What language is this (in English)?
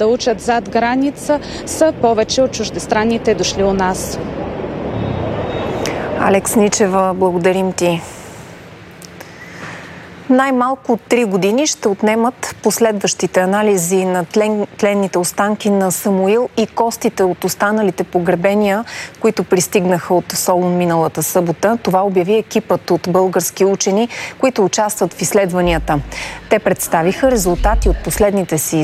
Bulgarian